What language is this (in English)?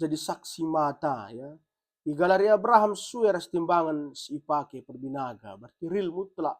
Batak Karo